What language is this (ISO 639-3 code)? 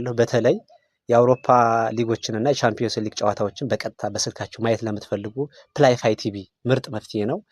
amh